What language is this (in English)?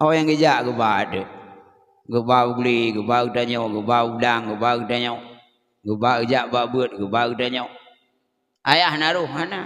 Achinese